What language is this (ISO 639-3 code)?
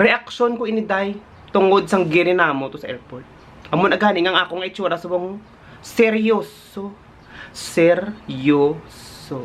hil